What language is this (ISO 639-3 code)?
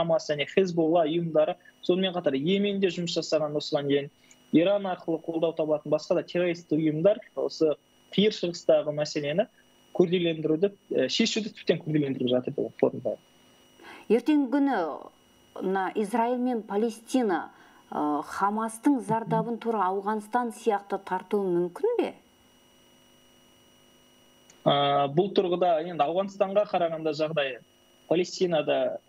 kaz